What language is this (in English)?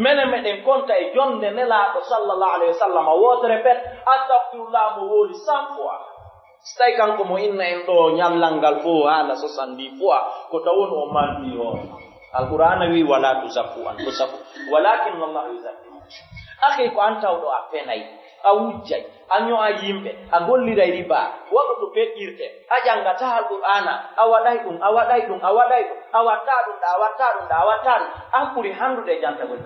Fula